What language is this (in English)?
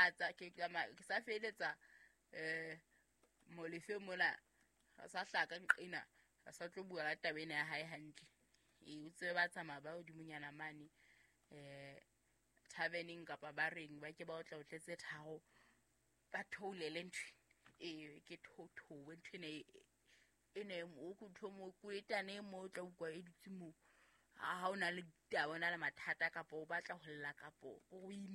Southern Sotho